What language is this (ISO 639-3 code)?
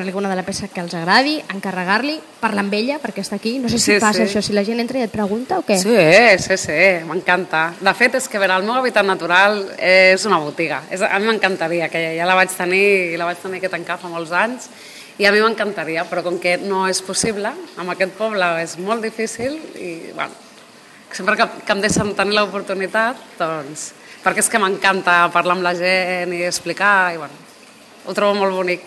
cat